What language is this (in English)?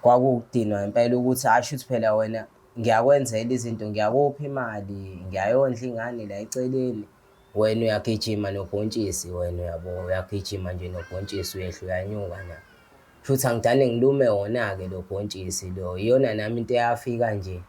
Zulu